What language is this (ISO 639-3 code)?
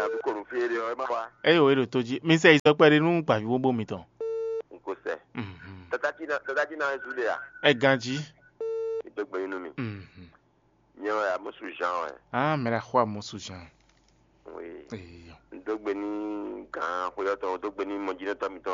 fon